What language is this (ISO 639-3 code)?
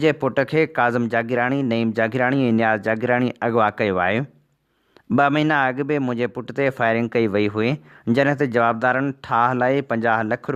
snd